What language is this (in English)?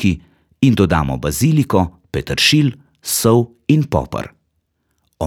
Slovenian